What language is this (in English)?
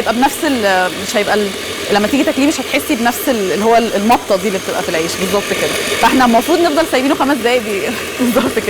Egyptian Arabic